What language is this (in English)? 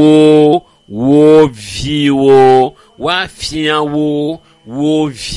Ewe